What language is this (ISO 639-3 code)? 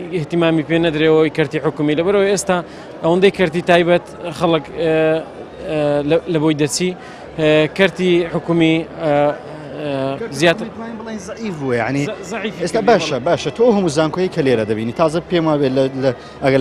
ckb